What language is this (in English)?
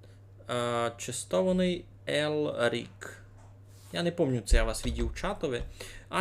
Rusyn